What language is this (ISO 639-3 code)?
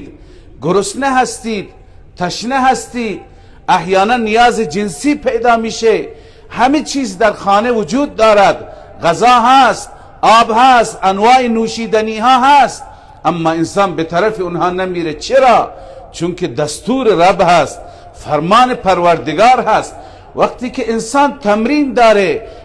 fas